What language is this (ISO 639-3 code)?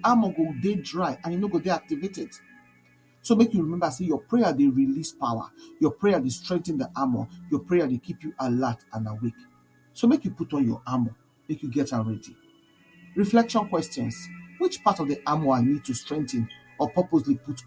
pcm